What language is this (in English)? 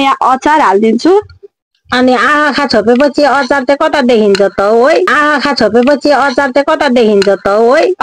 Nepali